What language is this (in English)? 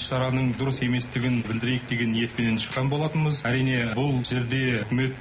Kazakh